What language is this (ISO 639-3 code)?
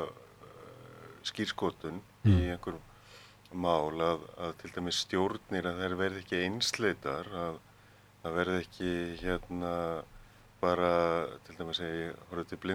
isl